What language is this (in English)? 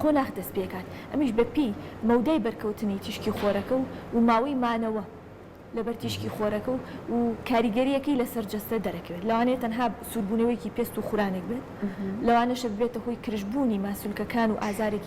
Central Kurdish